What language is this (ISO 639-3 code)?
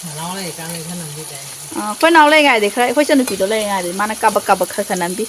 mni